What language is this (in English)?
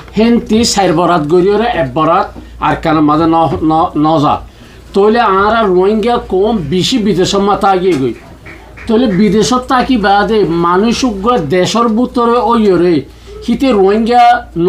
Rohingya